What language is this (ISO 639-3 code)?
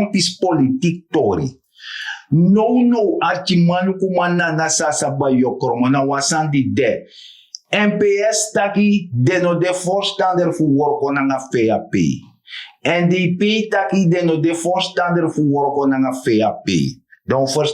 srn